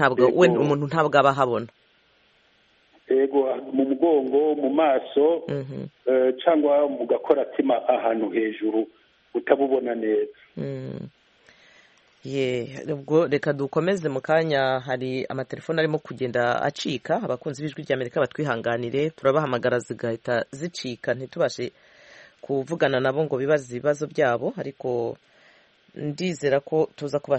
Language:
Kinyarwanda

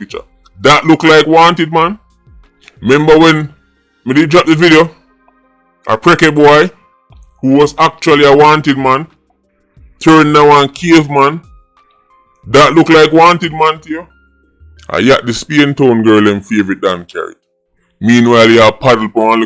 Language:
Jamaican Creole English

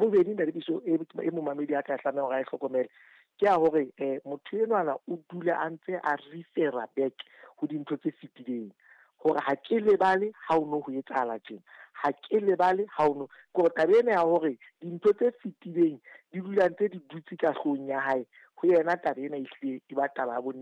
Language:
Southern Sotho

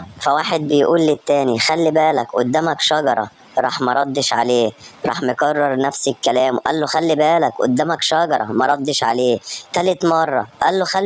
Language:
Egyptian Arabic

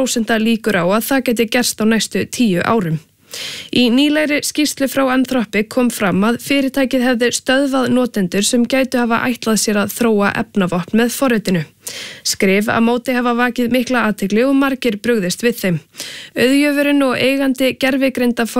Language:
Icelandic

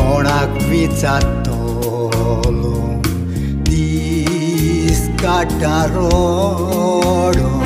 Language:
Konkani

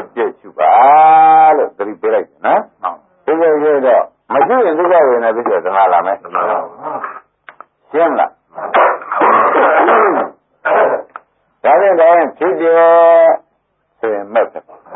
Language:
Burmese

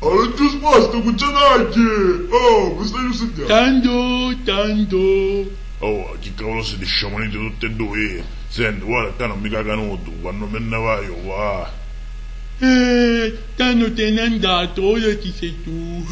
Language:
Sicilian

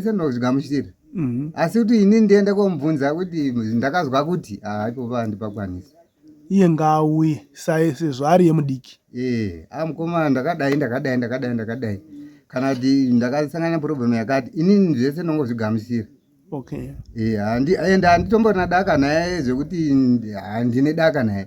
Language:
Shona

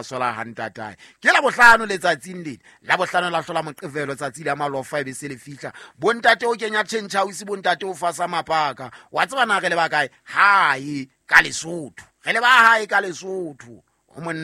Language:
Southern Sotho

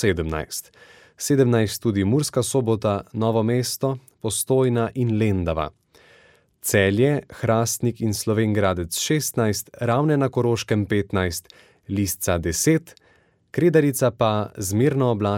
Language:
Slovenian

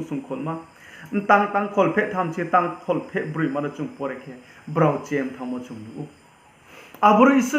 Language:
Riang (India)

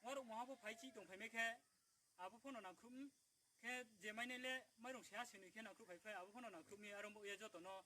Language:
Riang (India)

